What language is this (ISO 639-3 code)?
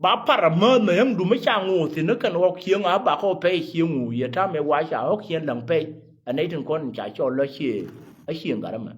nus